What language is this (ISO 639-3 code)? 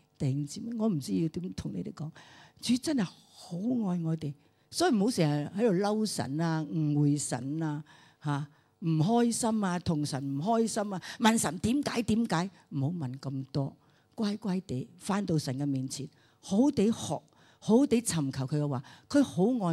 yue